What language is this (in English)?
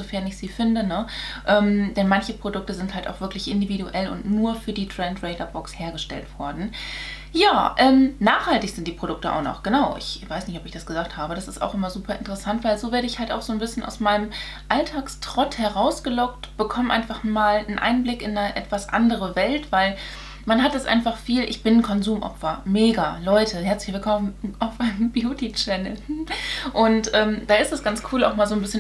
German